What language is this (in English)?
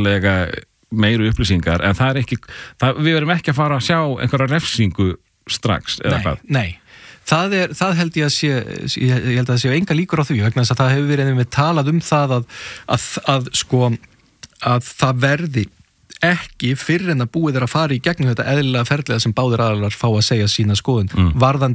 Icelandic